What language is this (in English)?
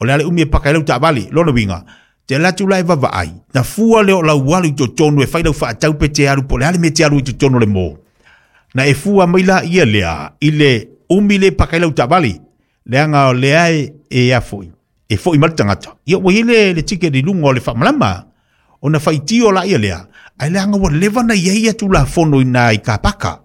Samoan